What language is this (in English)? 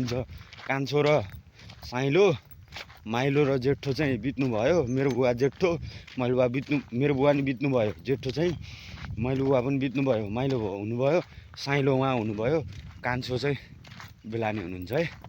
Nepali